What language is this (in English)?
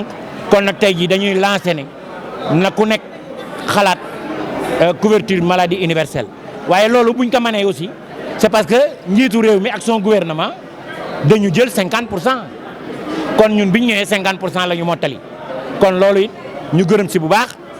Wolof